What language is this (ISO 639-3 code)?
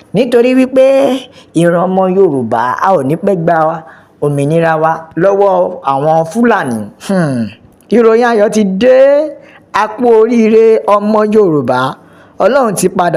yor